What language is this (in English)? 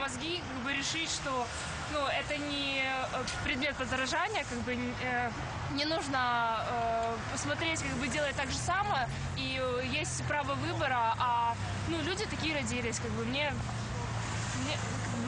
Russian